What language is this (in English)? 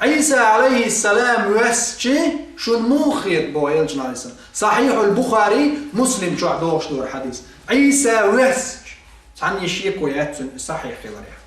Chechen